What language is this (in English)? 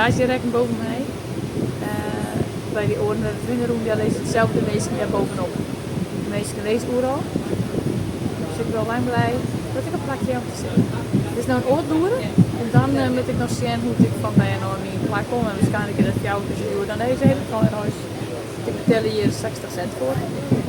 Western Frisian